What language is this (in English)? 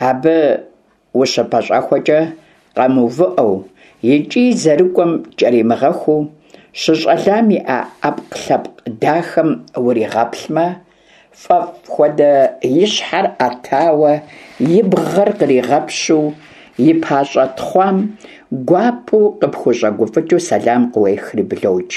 Kabardian